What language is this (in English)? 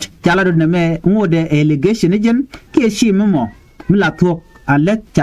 Nuer